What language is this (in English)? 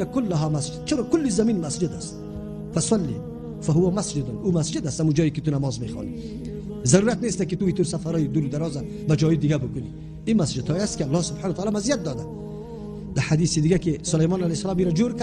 Persian